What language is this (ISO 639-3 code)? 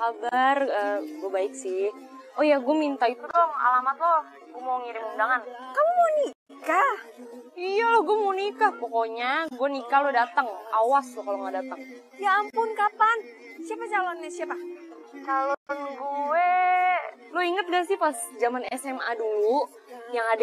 ind